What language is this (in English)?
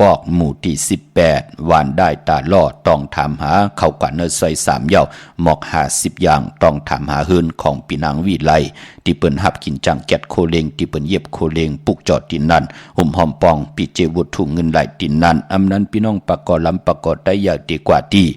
Shan